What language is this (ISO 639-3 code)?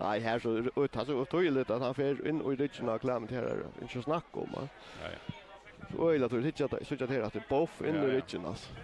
fao